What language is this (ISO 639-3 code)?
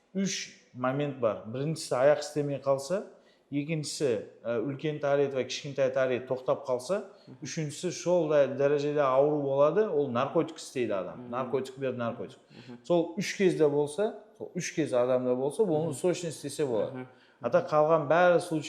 kaz